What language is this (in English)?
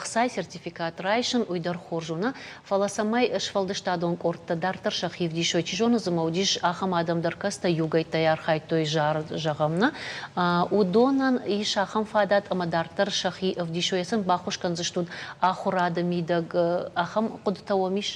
Ossetic